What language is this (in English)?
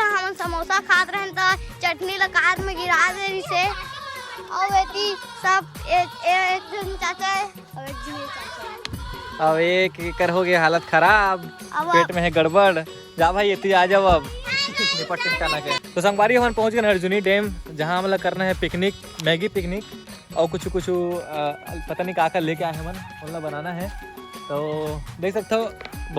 Chhattisgarhi